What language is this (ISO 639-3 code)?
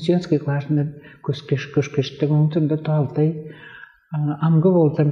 tyv